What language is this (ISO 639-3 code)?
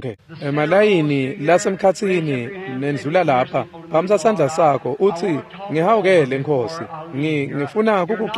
ssw